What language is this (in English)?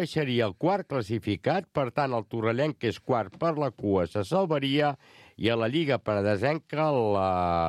Catalan